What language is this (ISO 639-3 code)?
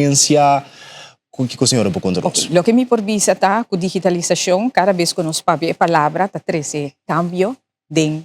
pap